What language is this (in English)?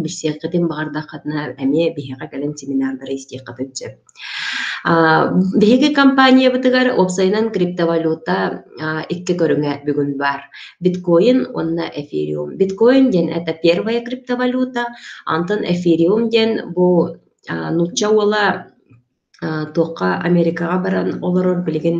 Yakut